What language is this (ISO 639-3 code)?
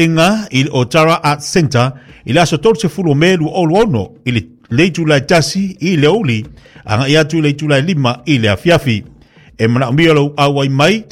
smo